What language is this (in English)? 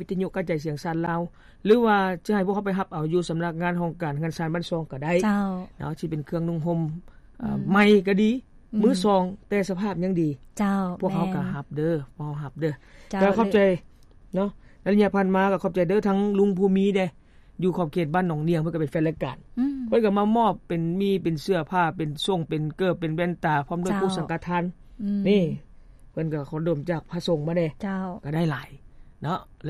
Lao